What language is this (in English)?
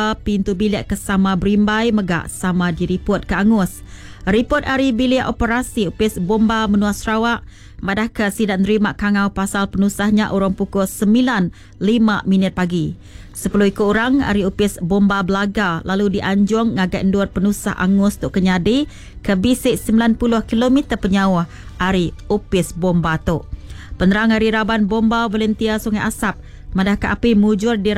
Iban